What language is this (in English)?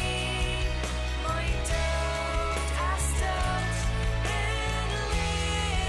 Plautdietsch